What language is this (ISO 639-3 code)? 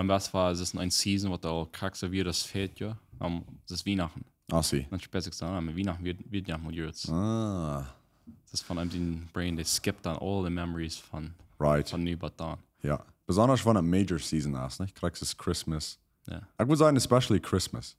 pdt